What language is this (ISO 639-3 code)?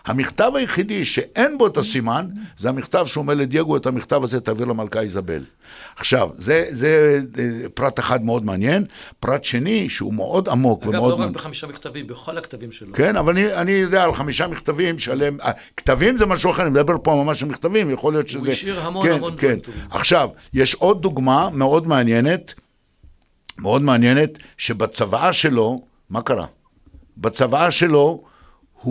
heb